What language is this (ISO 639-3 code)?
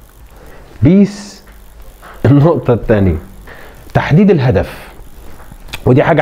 arz